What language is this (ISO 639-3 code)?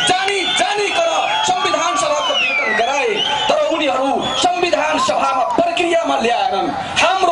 nep